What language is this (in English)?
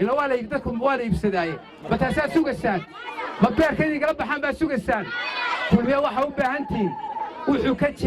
Somali